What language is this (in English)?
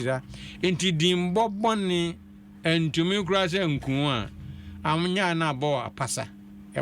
Akan